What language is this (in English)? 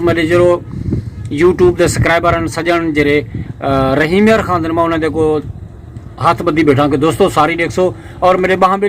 Saraiki